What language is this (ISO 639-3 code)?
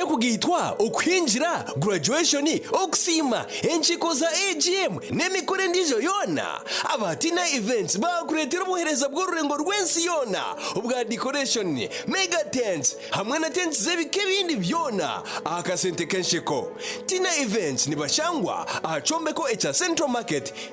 nyn